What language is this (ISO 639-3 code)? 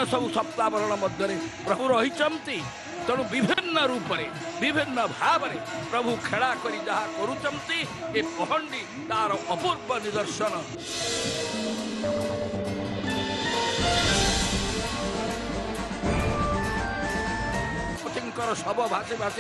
ori